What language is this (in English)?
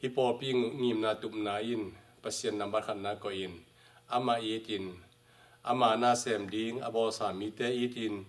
Tedim Chin